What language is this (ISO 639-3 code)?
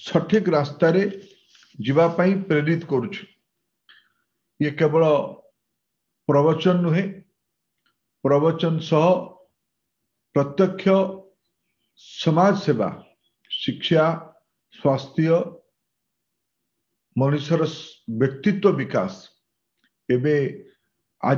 ori